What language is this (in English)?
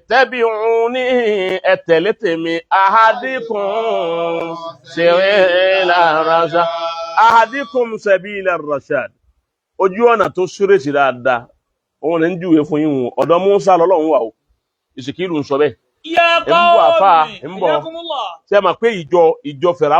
Yoruba